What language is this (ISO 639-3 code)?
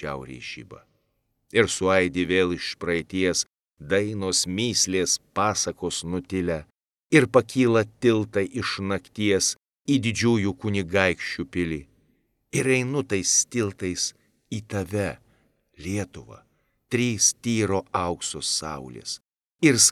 lit